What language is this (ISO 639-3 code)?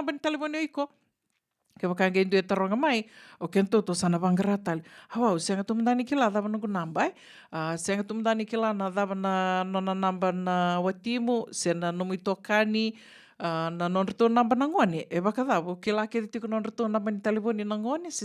fij